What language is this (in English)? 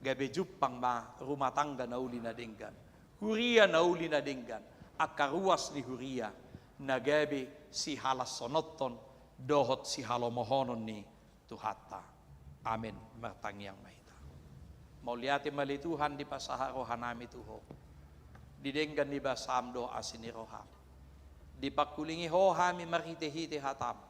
Batak Toba